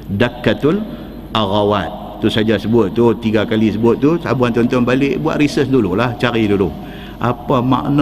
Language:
Malay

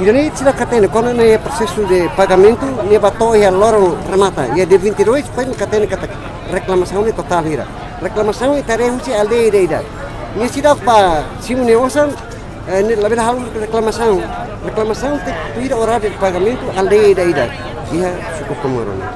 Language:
Tetum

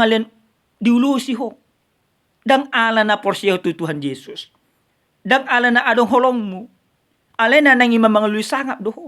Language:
Batak Toba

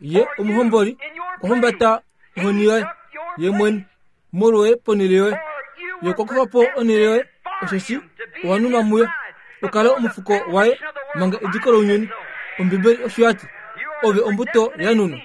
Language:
Kuanyama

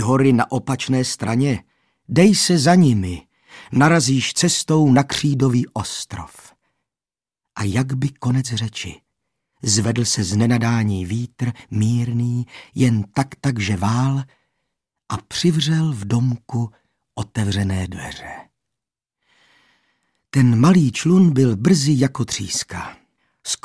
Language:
Czech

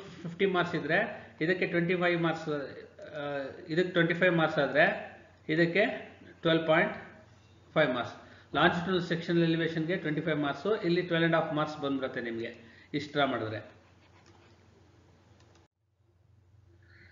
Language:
Kannada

